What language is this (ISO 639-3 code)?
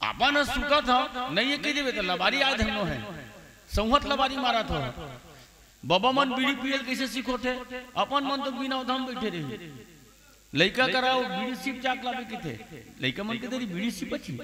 hne